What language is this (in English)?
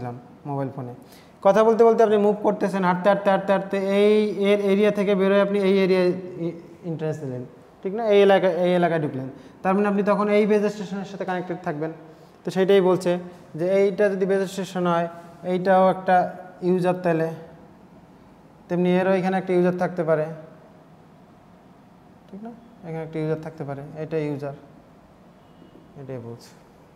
Bangla